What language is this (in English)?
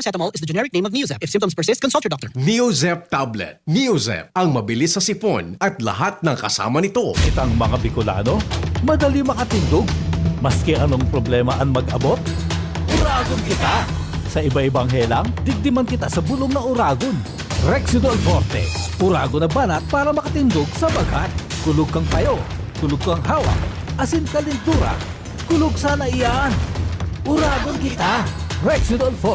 Bikol